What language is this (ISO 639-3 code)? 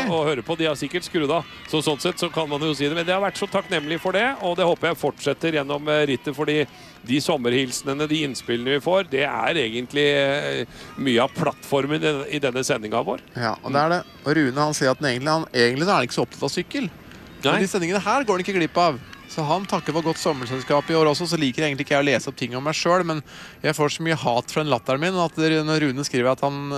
nor